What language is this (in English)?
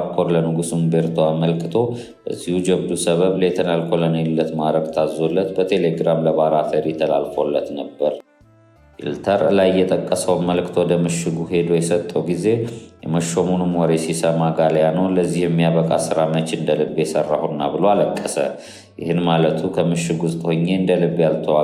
Amharic